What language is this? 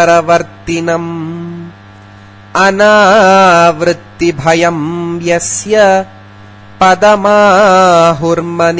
Sanskrit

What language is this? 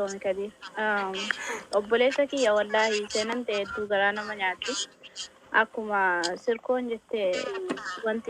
Oromo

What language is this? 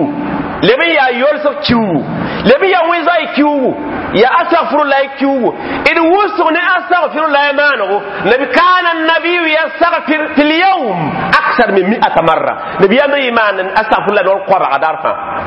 Mossi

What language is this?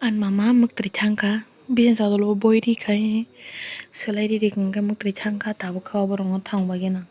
Kok Borok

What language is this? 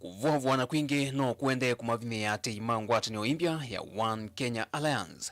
Kamba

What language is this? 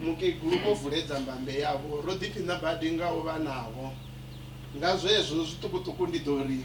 Venda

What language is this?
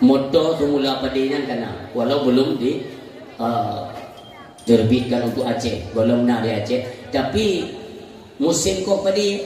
Achinese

